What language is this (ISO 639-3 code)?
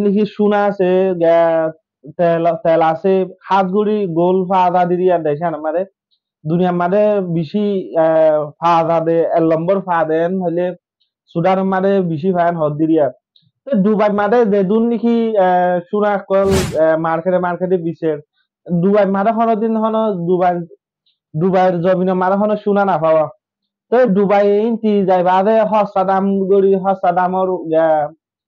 rhg